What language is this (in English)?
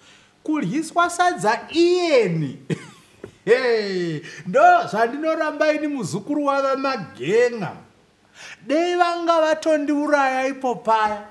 Shona